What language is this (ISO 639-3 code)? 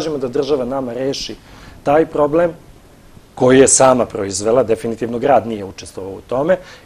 srp